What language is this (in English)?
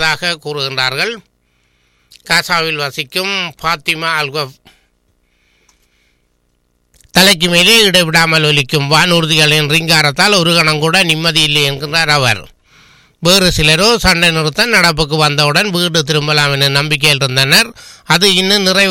Tamil